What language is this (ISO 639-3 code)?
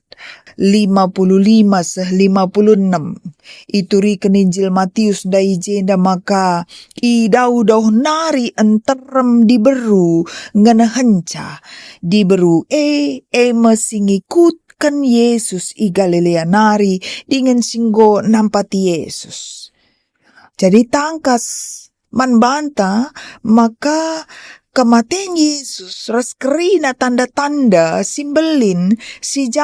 btx